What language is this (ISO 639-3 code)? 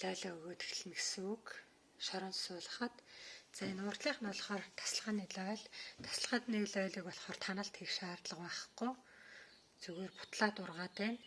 mon